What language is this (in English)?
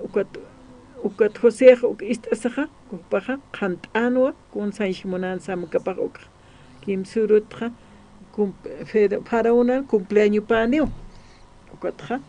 Aymara